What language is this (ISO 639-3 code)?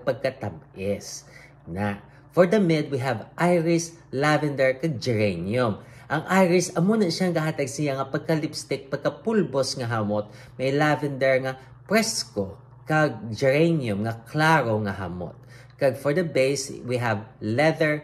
hil